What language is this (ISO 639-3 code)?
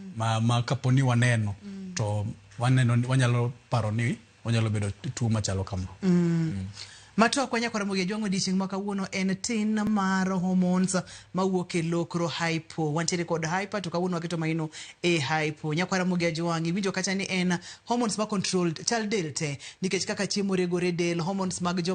luo